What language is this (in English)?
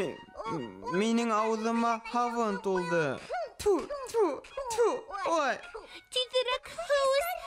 Bashkir